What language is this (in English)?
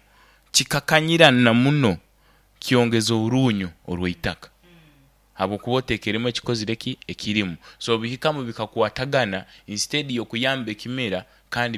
Nyoro